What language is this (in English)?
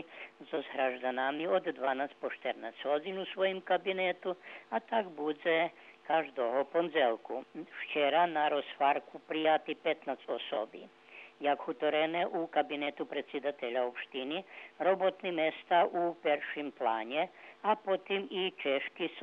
Rusyn